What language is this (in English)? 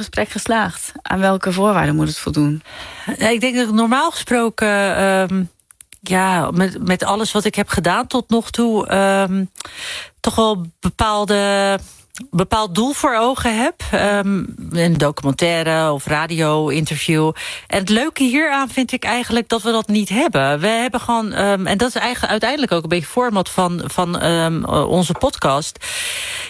Dutch